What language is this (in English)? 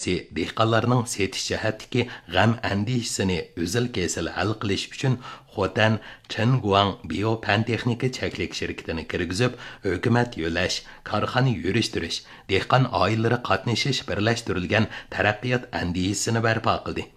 Uyghur